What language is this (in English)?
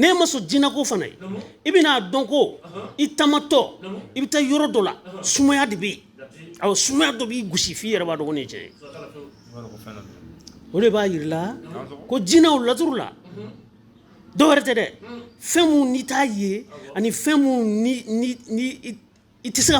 Bambara